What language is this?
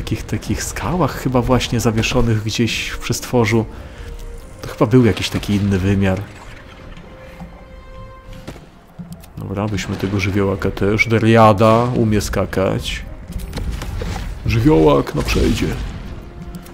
Polish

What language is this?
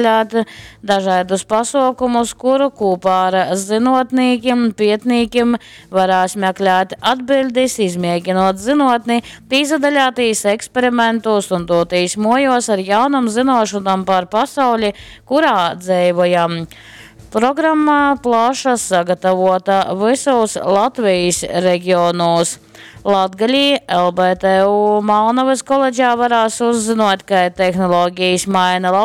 Latgalian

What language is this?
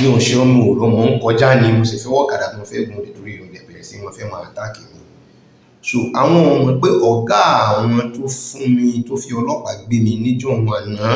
Yoruba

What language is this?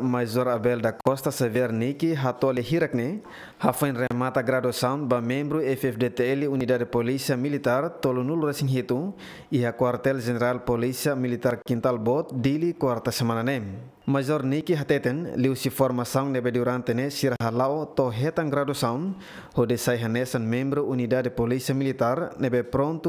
Tetum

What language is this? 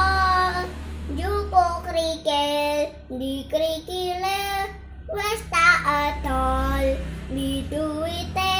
Javanese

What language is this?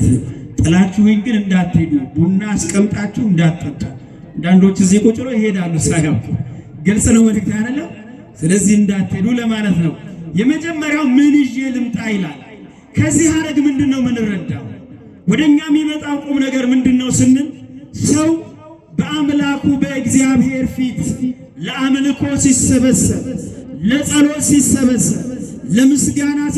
Amharic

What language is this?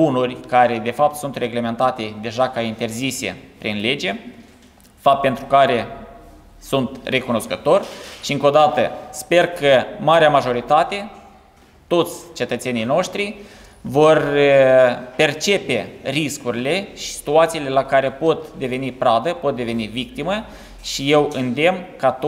Romanian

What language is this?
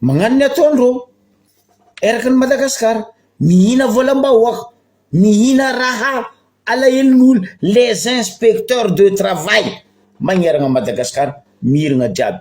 Malagasy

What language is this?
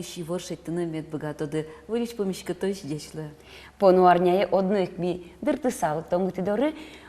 Udmurt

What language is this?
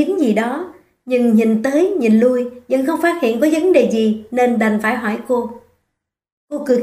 Vietnamese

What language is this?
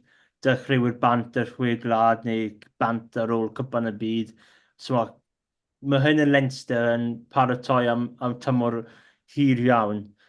Welsh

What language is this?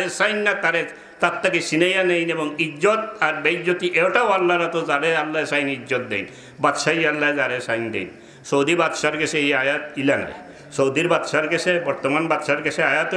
Sylheti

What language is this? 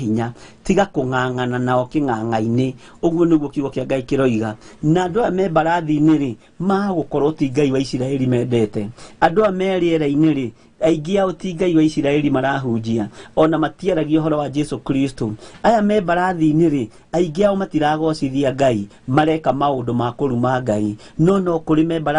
Kikuyu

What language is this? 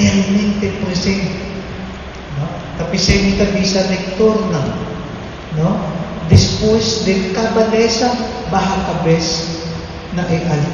Papiamento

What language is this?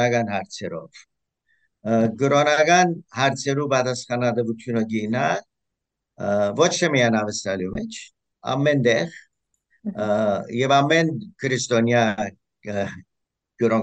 Western Armenian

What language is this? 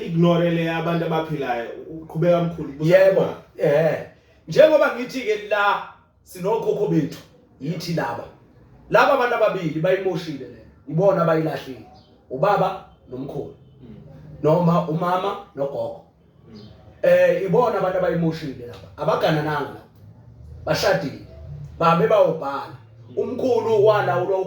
Zulu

